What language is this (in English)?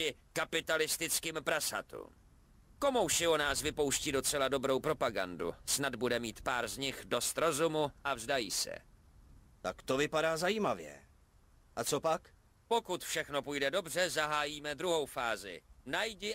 Czech